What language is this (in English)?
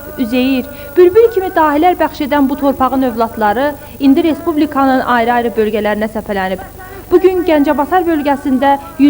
Azerbaijani